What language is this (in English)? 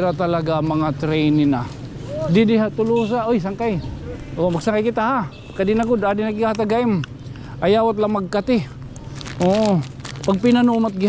Waray